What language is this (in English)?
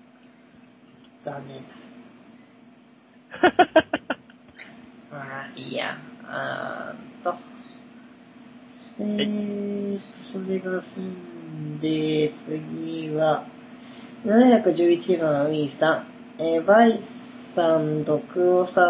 Japanese